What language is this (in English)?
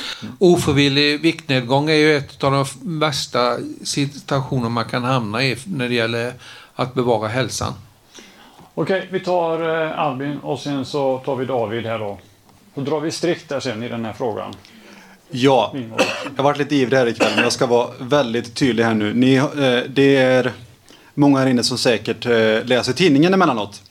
Swedish